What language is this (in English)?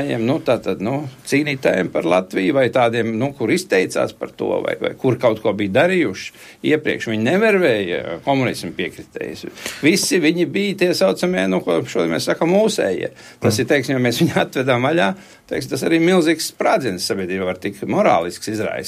Latvian